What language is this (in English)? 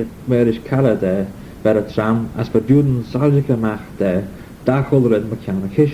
Manx